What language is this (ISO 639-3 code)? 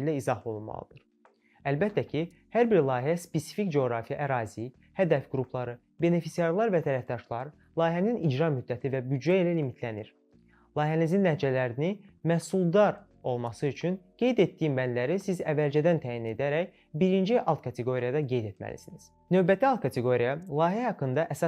aze